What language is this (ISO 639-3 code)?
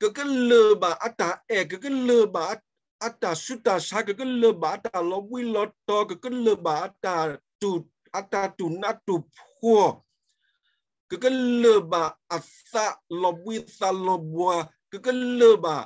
ksw